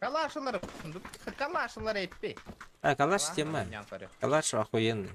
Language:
Yakut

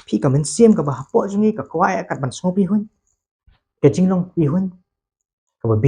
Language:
Khasi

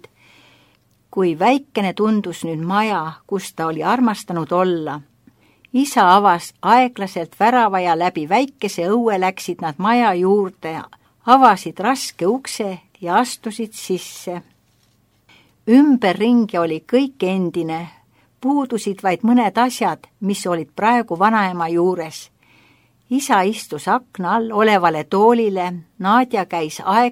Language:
Estonian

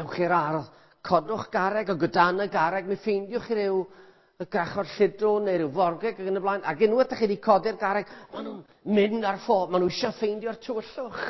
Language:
Welsh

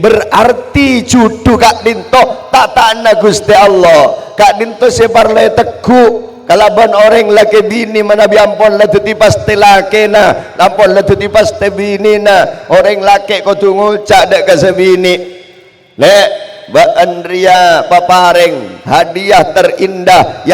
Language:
Madurese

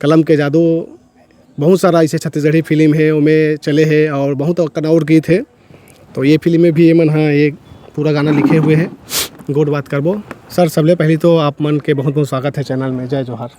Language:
Chhattisgarhi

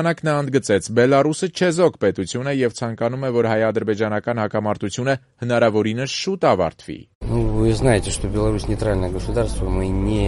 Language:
Armenian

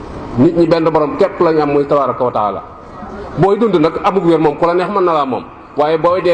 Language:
Wolof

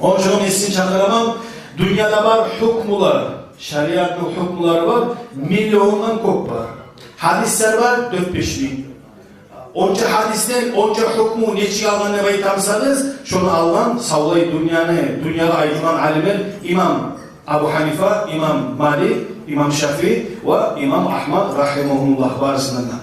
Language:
Kumyk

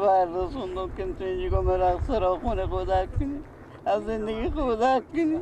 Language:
Persian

